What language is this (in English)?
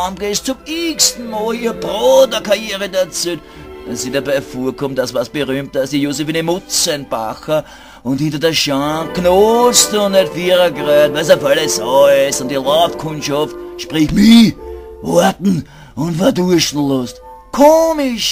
Bavarian